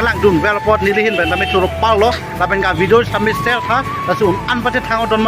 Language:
Karbi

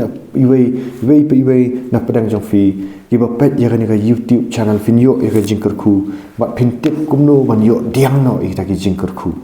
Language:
Khasi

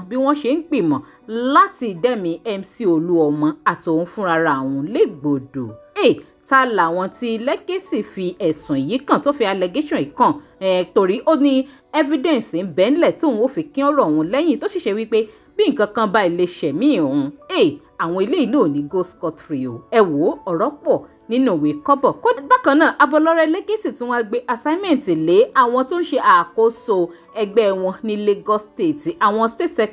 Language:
Yoruba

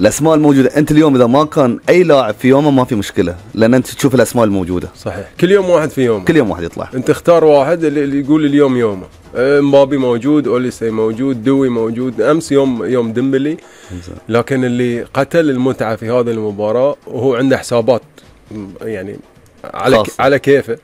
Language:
Gulf Arabic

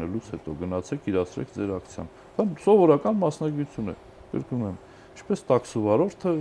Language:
Armenian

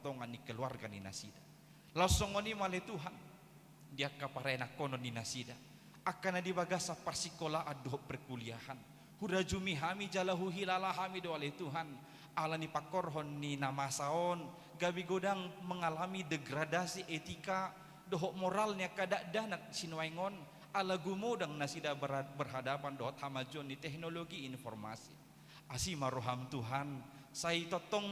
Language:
Batak Toba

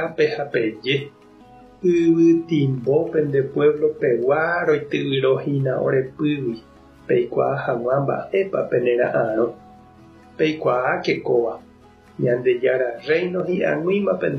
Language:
Guarani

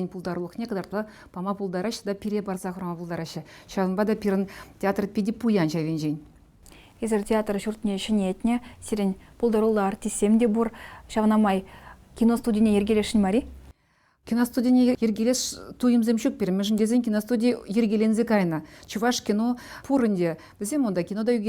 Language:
Chuvash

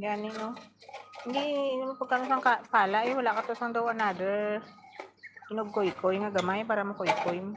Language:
Hiligaynon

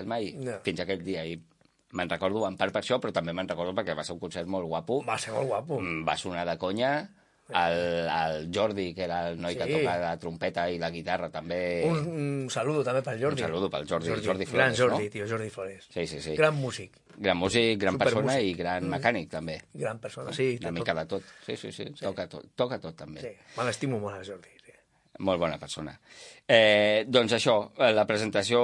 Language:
Catalan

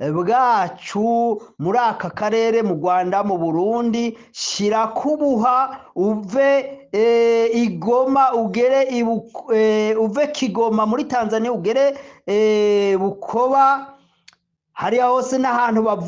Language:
Rundi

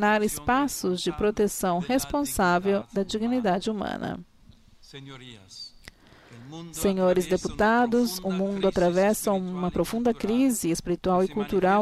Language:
Portuguese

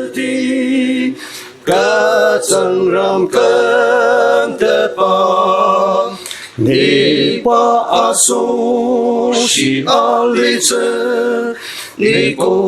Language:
Ao Naga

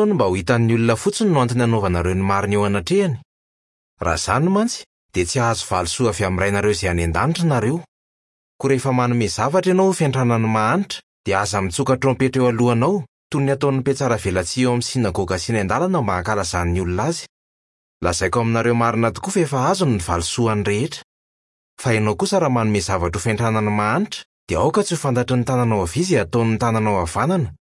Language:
Malagasy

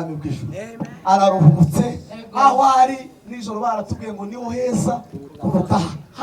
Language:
Kinyarwanda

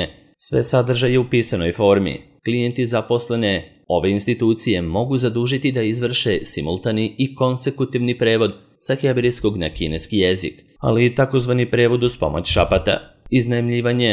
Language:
Serbian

